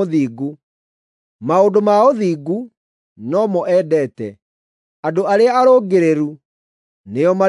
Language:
Kikuyu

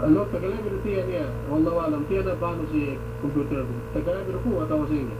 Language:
Yakan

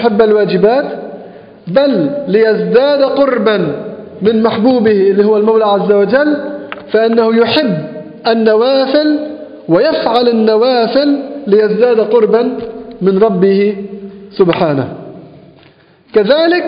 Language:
Arabic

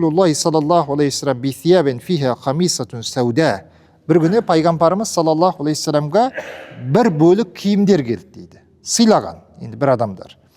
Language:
Kazakh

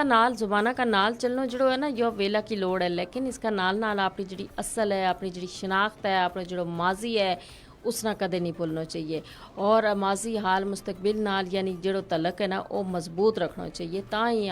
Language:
Gujari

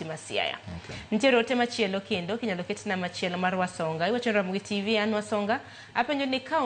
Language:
Luo (Kenya and Tanzania)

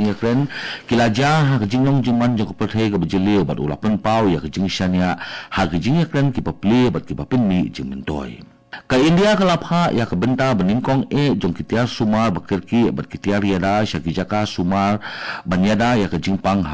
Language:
Khasi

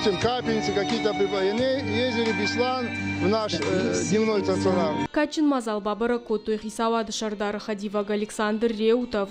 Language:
Ossetic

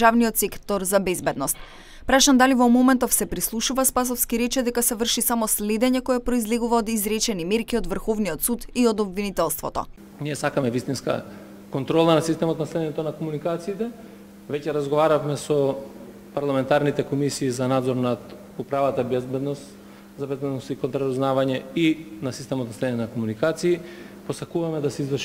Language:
Macedonian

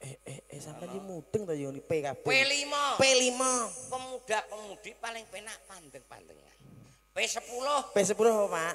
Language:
Javanese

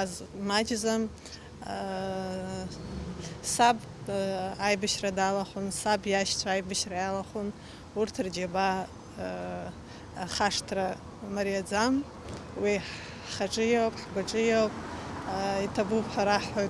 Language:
Abkhazian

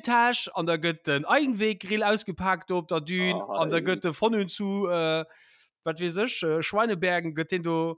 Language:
Luxembourgish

